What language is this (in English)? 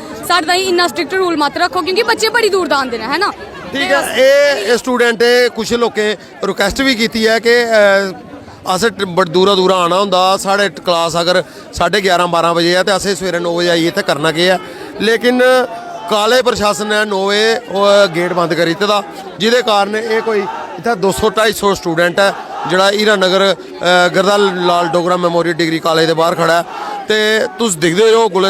Dogri